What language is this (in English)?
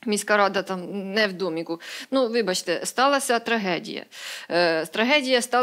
Ukrainian